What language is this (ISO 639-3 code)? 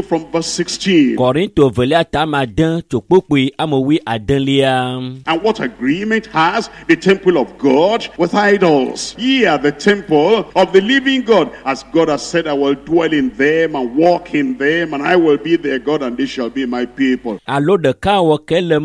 ewe